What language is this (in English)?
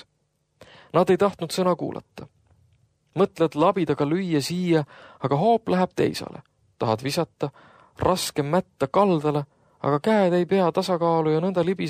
Estonian